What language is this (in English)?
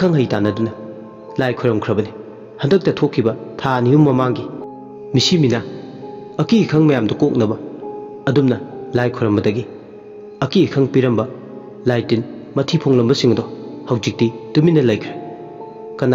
Manipuri